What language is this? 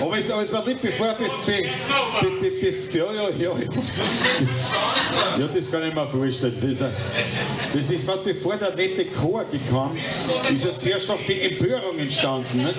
Bavarian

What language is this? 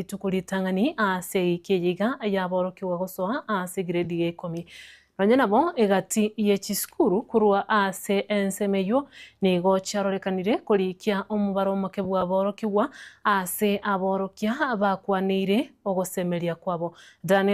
Gusii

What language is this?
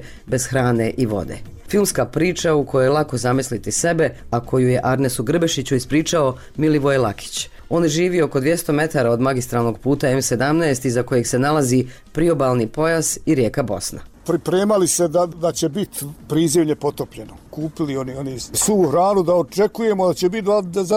Bosnian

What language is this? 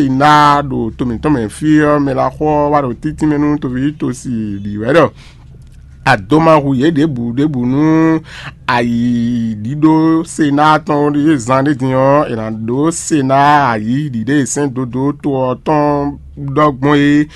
Fon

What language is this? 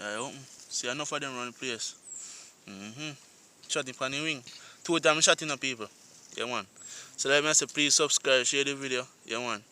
Jamaican Creole English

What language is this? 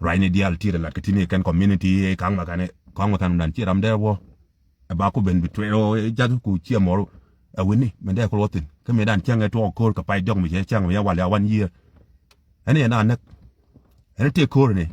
Nuer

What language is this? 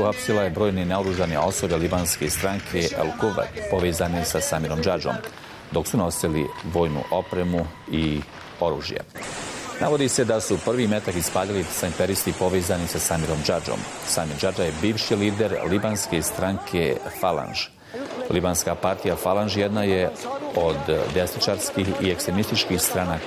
Bosnian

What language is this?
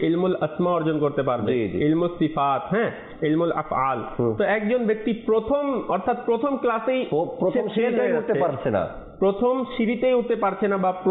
Bangla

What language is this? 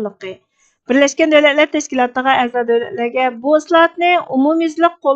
Uyghur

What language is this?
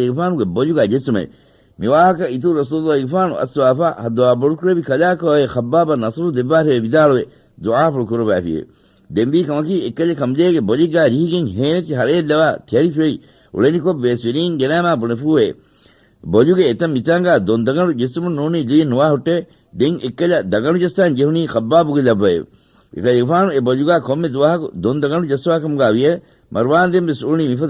Divehi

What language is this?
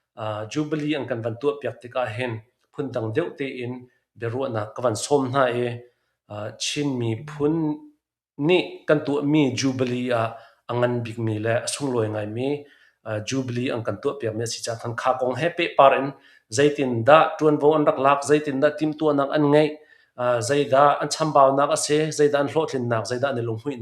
Hakha Chin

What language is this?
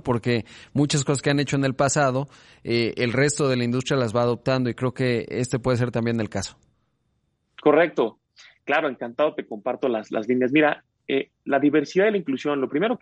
Spanish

